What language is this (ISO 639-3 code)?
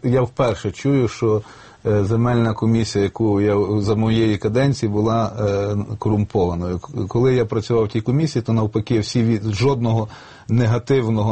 ukr